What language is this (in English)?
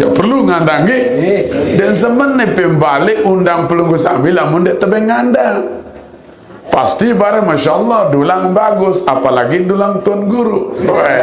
Sasak